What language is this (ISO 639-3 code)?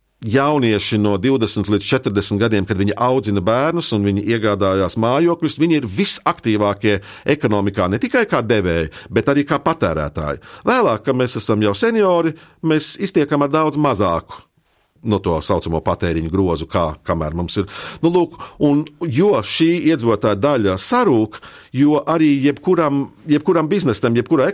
lav